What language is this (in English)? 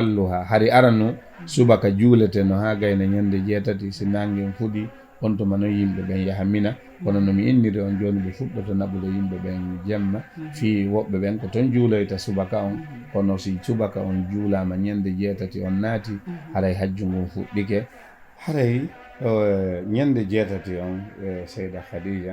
Fula